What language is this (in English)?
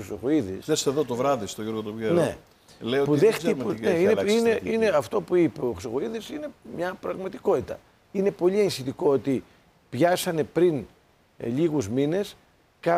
Greek